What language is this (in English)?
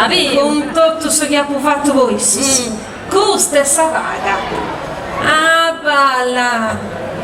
Sardinian